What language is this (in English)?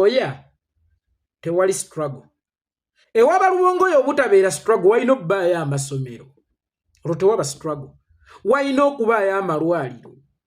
Ganda